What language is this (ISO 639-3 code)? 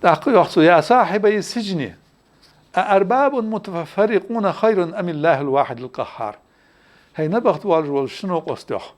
inh